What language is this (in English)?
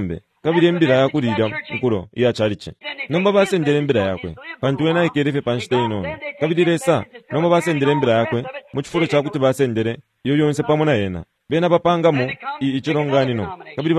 Bemba